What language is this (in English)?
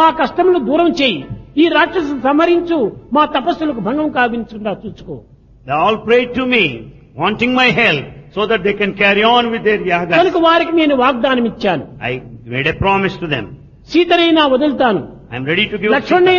Telugu